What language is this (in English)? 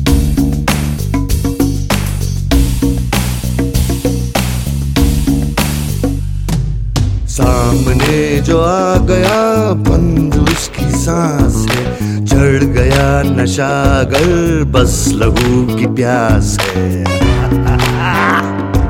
Hindi